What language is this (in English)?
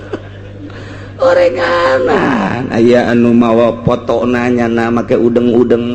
Sundanese